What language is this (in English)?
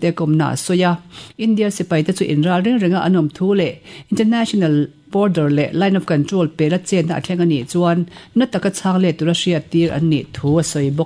Mizo